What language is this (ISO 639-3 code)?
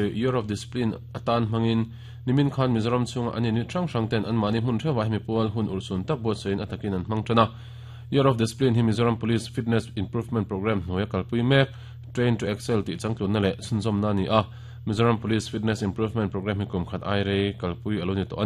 lus